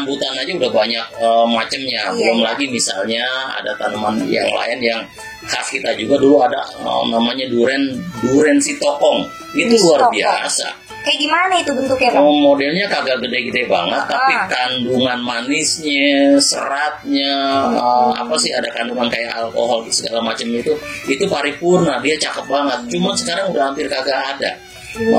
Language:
Betawi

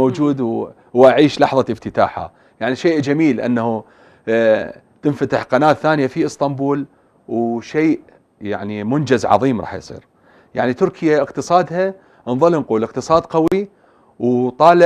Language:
Mesopotamian Arabic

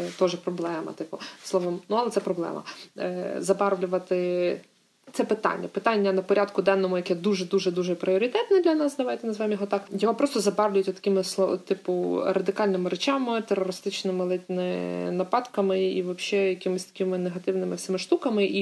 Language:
Ukrainian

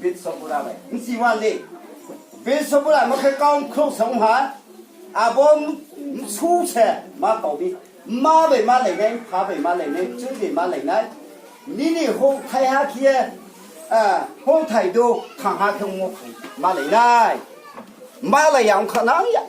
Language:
Riang (India)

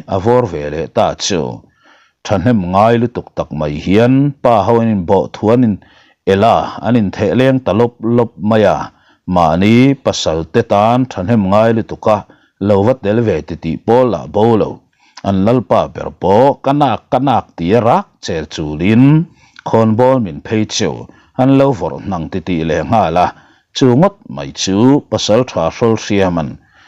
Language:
Mizo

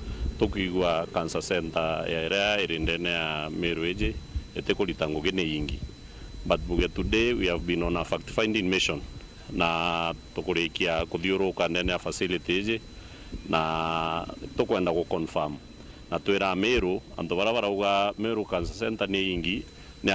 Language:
Meru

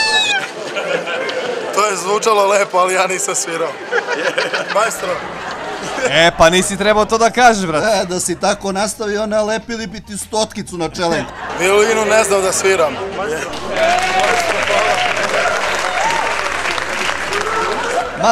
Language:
Serbian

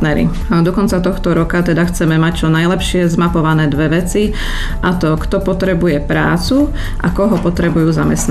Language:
Slovak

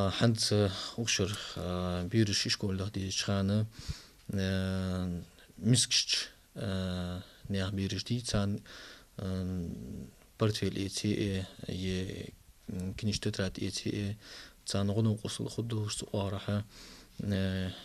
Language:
Ingush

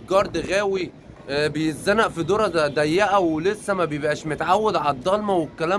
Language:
Egyptian Arabic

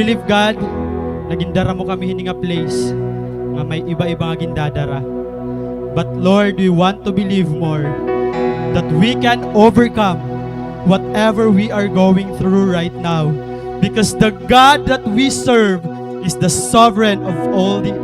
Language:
Waray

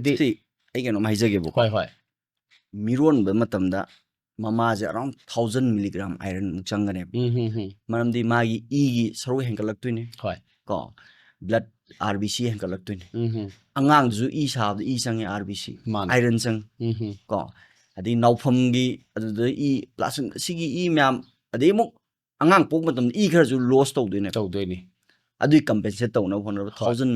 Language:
Manipuri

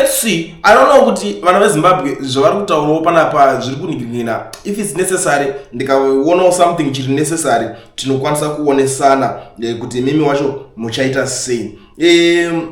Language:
Shona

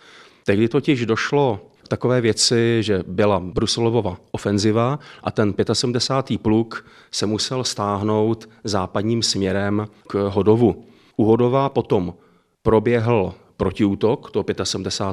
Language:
Czech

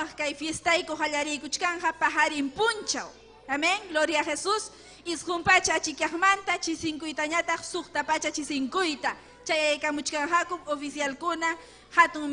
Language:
Ayacucho Quechua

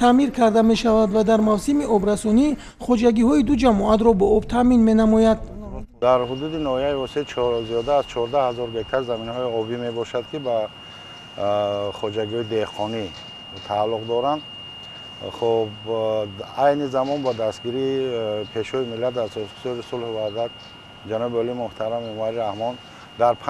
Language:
Tajik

